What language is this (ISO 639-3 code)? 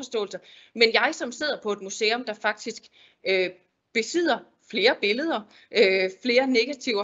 dan